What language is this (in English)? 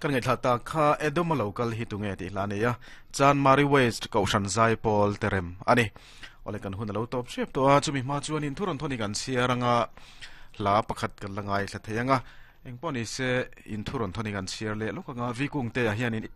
Mizo